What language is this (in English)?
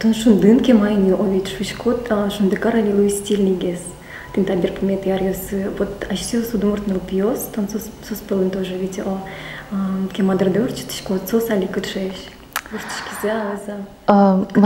Udmurt